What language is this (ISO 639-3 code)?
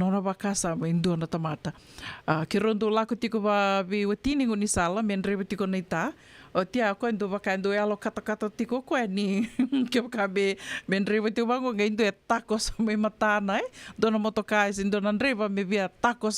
fij